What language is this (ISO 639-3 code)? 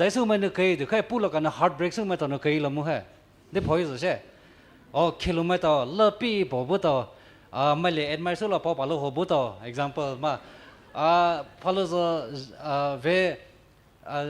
pmx